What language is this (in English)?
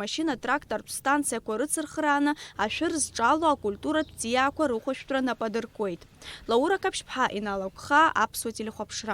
Abkhazian